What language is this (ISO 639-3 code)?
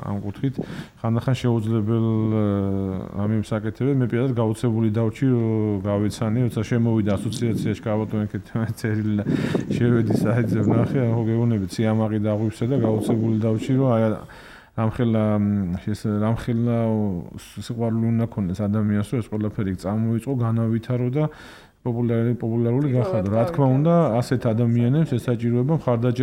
kat